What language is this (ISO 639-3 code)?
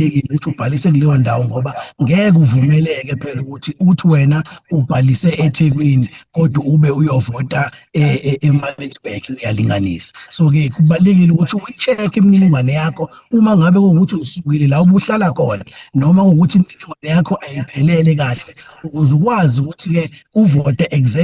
zul